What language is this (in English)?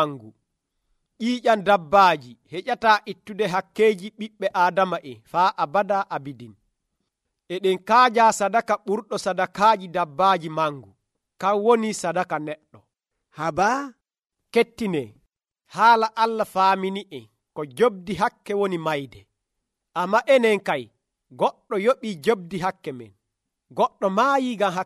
Nigerian Fulfulde